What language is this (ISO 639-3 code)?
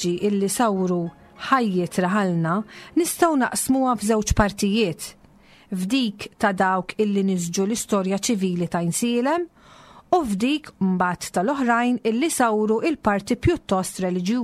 mlt